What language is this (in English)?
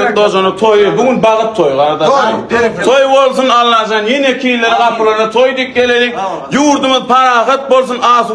Turkmen